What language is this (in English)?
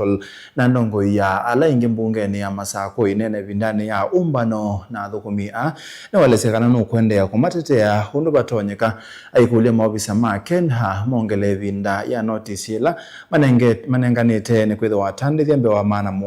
Kamba